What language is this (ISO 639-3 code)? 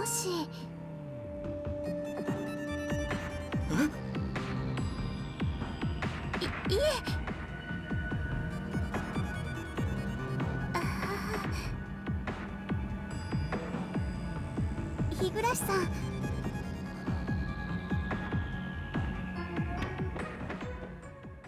jpn